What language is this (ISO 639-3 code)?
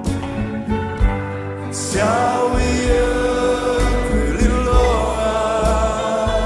isl